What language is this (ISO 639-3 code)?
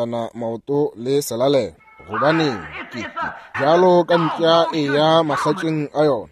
nso